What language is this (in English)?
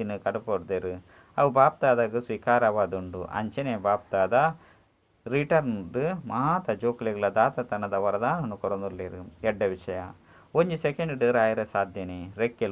Tulu